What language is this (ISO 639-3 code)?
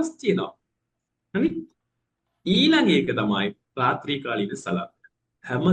sin